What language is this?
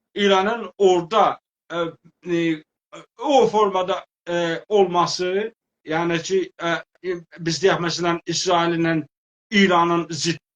South Azerbaijani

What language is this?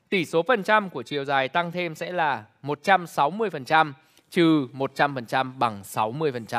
Vietnamese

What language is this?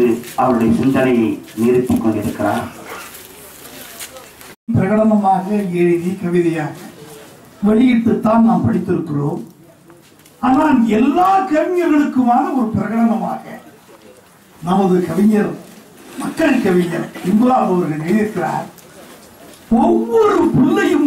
Tamil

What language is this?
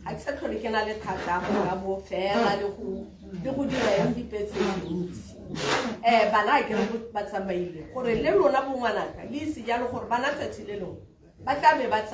Tswana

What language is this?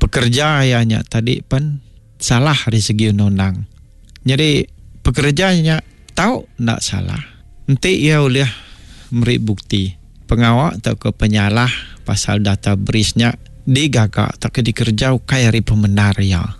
Iban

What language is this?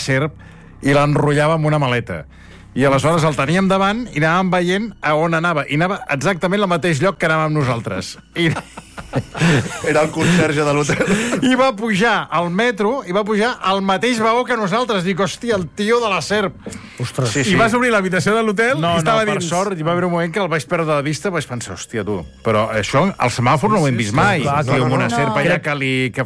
Catalan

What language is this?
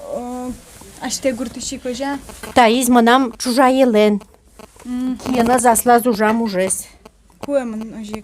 Udmurt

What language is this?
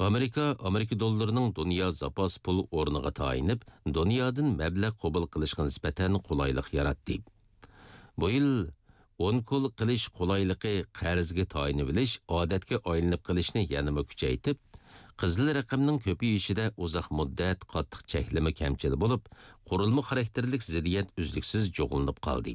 Uyghur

